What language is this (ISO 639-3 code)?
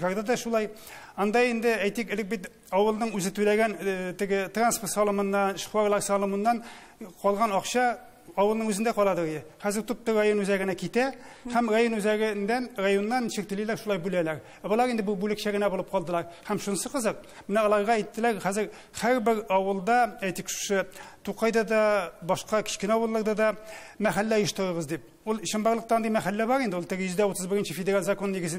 tat